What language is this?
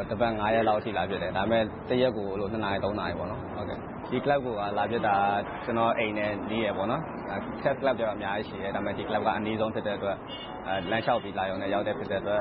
Burmese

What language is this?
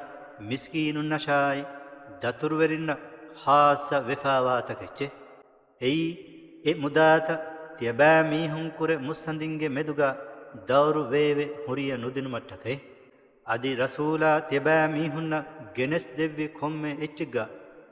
Divehi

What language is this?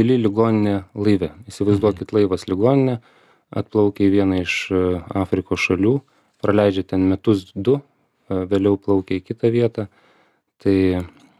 Lithuanian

